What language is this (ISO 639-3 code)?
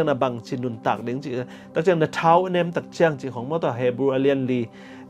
ctd